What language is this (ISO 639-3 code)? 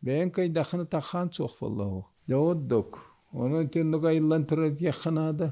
sah